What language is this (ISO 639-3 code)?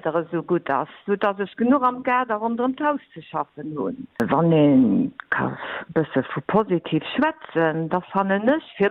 ltz